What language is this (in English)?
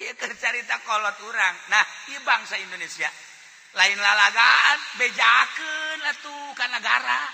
Sundanese